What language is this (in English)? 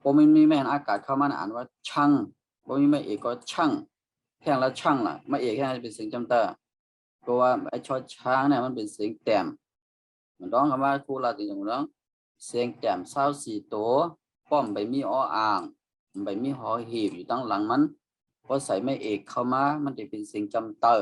Shan